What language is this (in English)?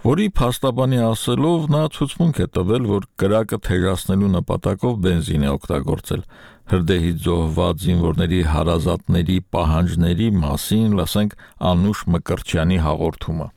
Armenian